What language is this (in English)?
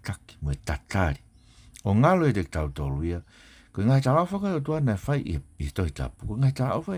Tongan